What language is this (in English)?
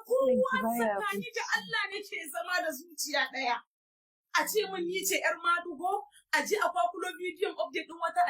Hausa